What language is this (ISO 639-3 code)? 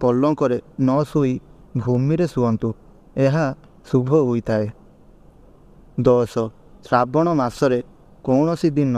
ori